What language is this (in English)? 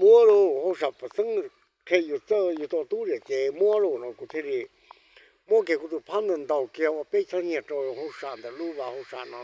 Hmong